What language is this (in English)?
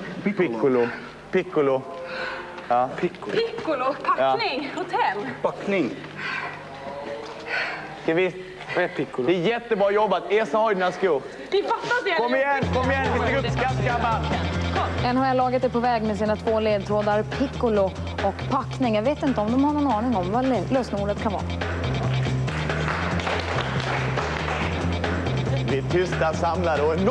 Swedish